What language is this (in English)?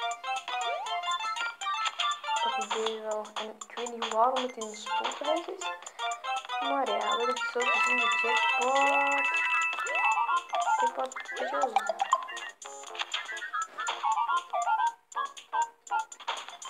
Dutch